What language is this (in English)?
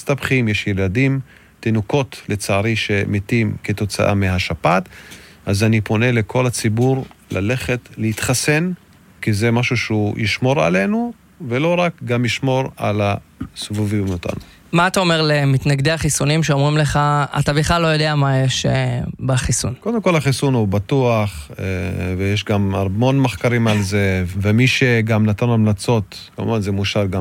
Hebrew